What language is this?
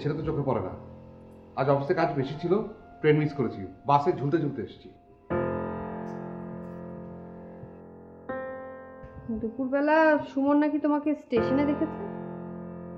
Bangla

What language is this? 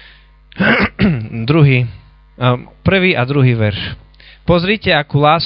Slovak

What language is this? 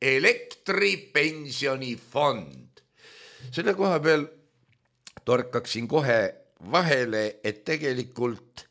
Estonian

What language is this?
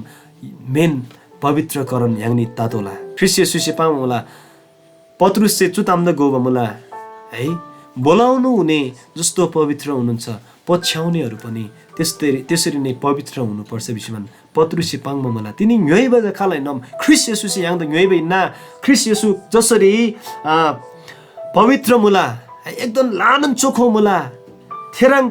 Eastern Tamang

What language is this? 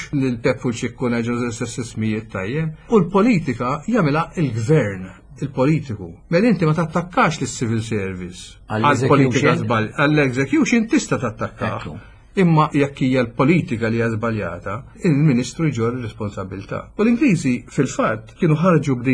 Maltese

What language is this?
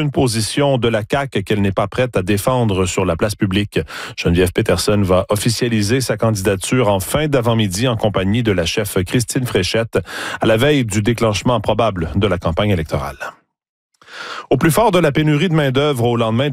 French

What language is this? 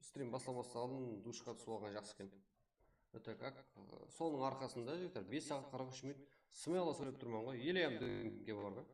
Kara-Kalpak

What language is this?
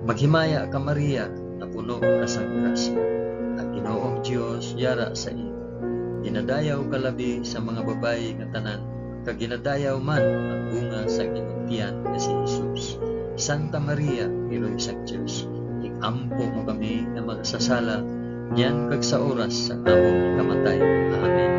Hiligaynon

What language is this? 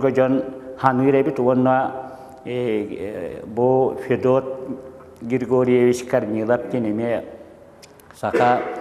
Yakut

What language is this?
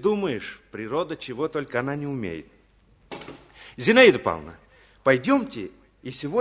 Russian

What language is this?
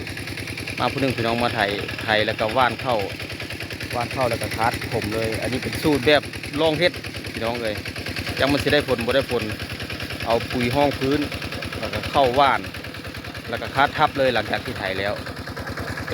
Lao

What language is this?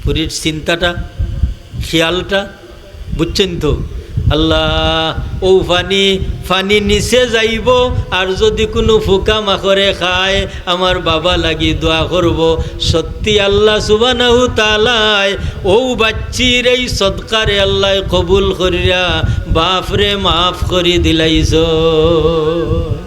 Sylheti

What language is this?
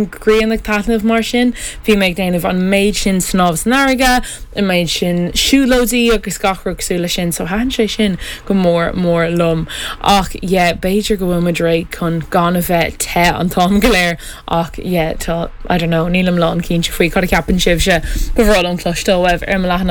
Irish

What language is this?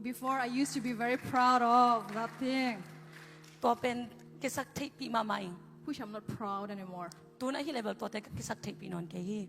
Tedim Chin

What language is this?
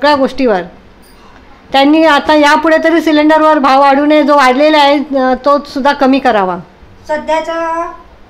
Marathi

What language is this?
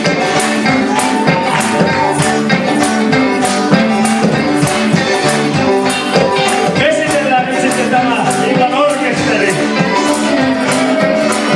Finnish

